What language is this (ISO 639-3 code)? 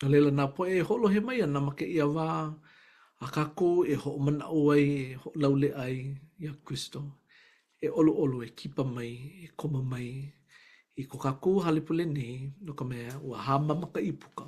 haw